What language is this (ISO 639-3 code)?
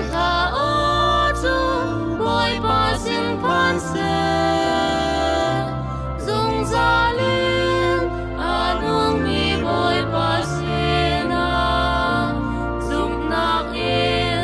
cnh